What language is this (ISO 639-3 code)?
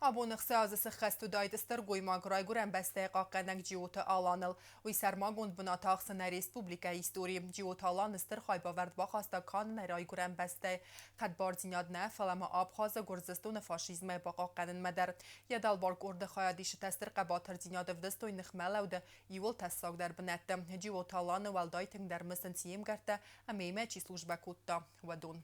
oss